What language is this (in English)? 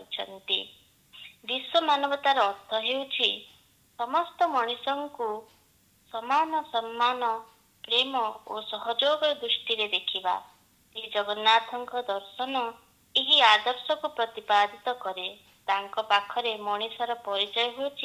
Odia